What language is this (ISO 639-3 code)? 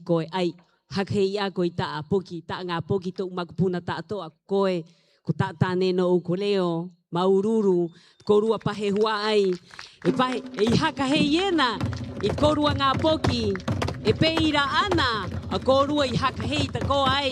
rap